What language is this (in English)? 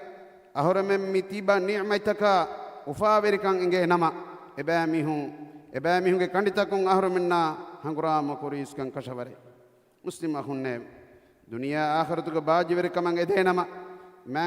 Divehi